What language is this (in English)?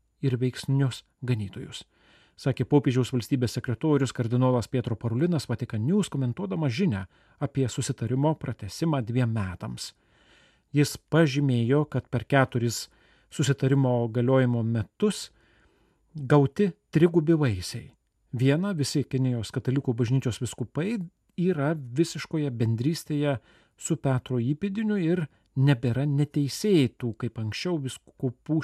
Lithuanian